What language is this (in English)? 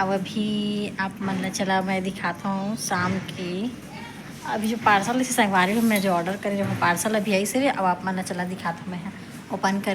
Chhattisgarhi